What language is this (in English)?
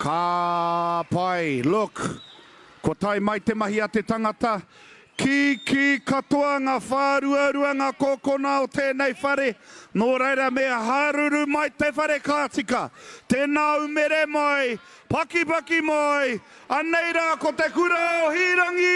Māori